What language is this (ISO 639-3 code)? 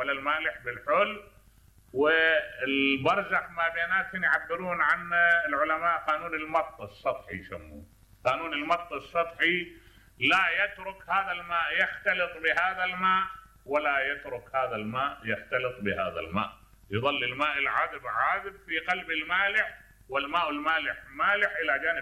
acm